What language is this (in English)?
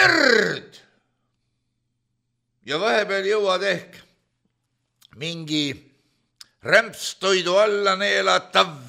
Estonian